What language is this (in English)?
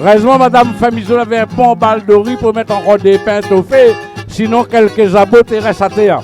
Réunion Creole French